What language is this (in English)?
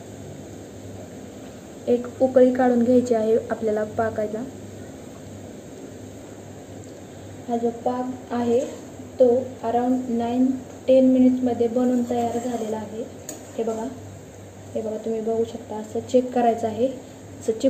Marathi